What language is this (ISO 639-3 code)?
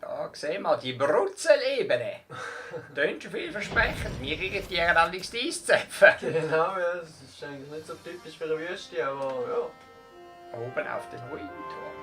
gsw